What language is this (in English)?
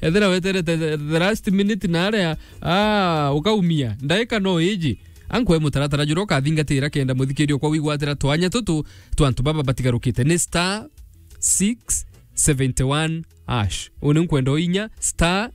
Meru